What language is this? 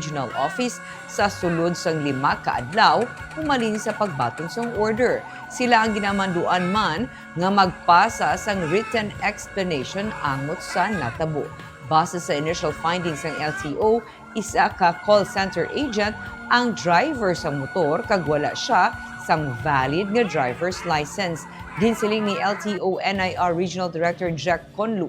Hiligaynon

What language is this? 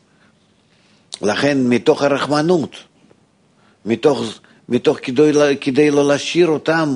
Hebrew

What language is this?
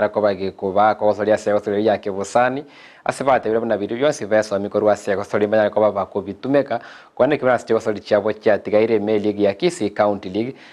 Gusii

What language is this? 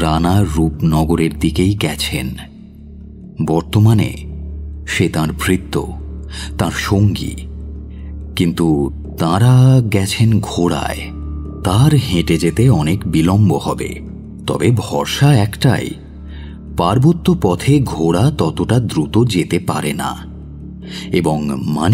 Bangla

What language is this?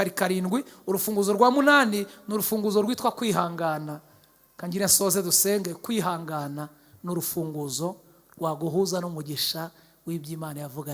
Kinyarwanda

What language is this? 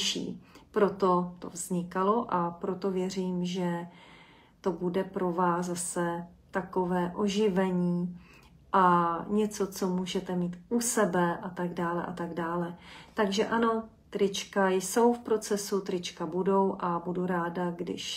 Czech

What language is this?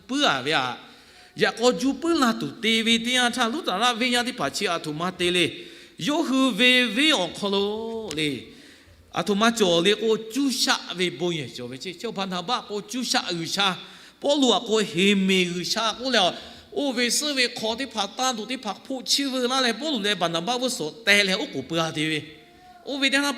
Lahu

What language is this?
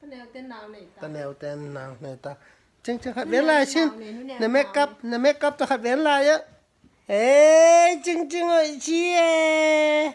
Tedim Chin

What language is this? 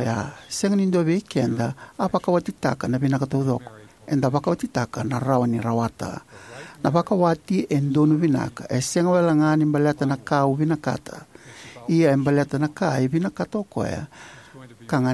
Fijian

